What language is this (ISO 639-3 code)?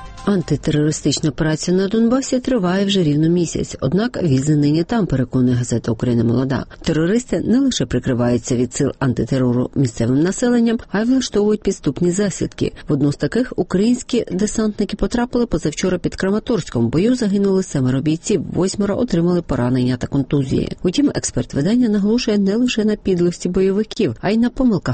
ukr